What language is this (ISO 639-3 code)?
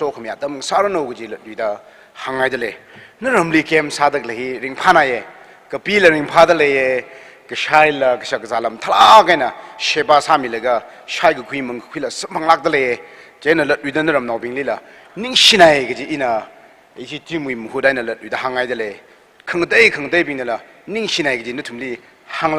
nmf